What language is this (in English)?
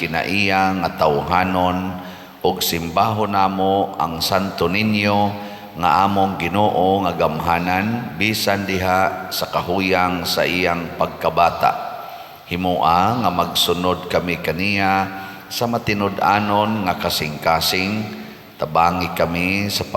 Cebuano